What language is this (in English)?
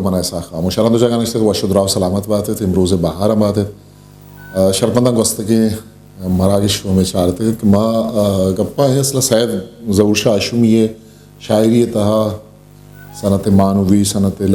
Eastern Balochi